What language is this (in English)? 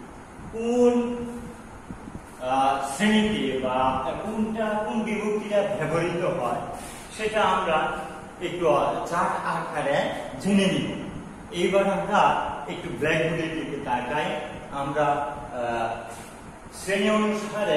Bangla